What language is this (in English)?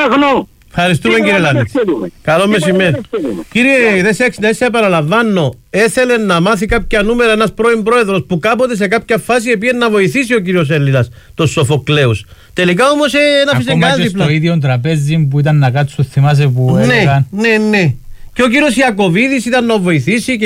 Greek